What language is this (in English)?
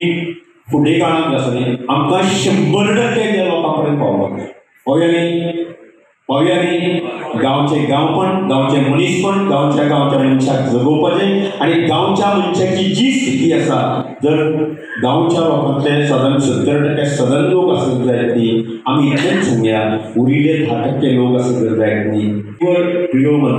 Konkani